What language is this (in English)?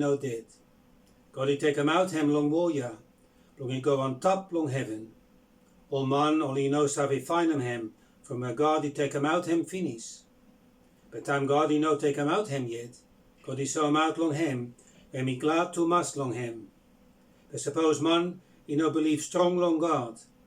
Bislama